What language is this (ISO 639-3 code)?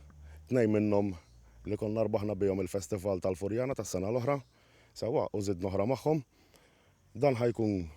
mlt